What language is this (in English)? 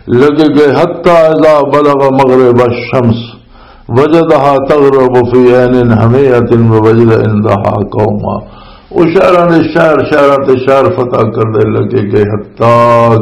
Western Panjabi